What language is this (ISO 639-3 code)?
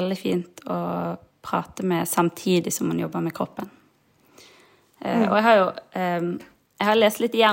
nor